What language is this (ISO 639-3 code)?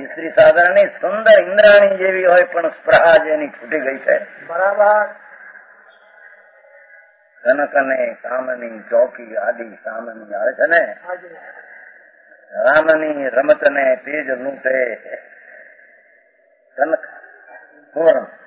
guj